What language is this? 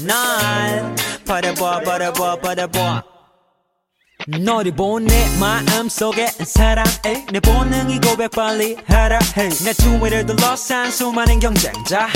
Korean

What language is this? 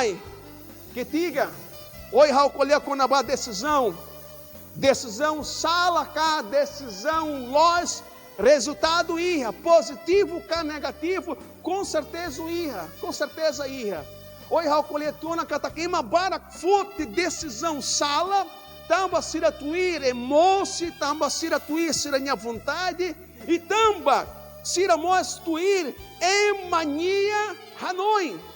Tetum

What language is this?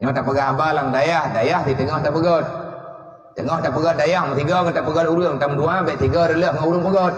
Achinese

